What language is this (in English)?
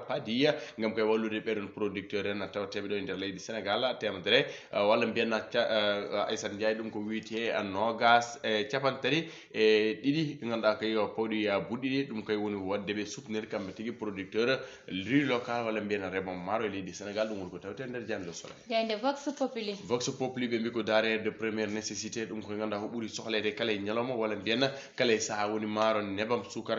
Fula